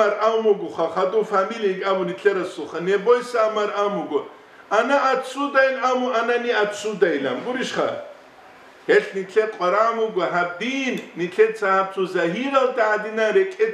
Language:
Avaric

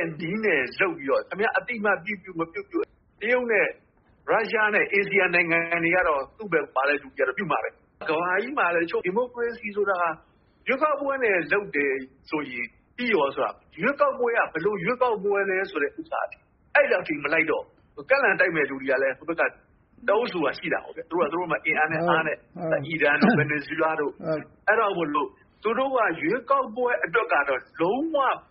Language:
Burmese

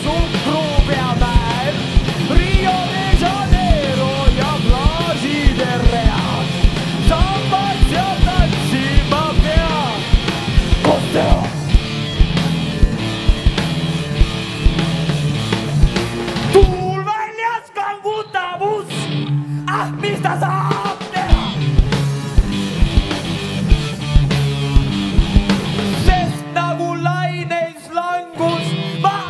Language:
Estonian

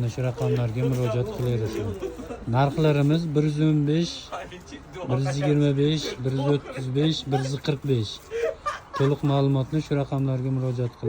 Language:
Uzbek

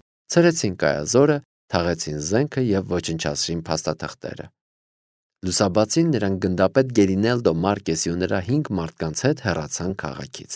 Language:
Armenian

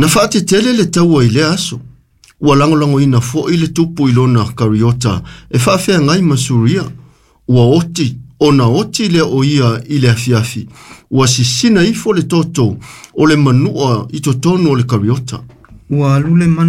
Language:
Samoan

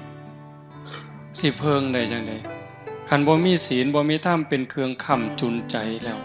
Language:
Northeastern Thai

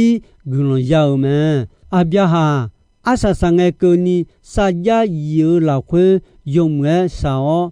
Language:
Akha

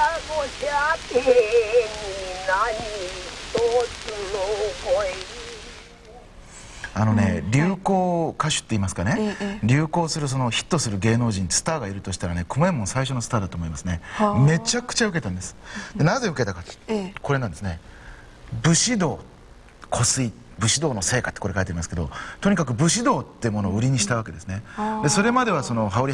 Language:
Japanese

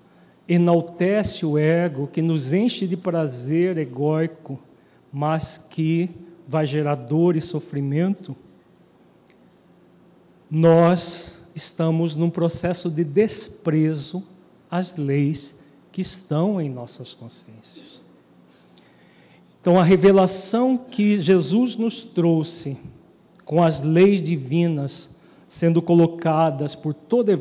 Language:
Portuguese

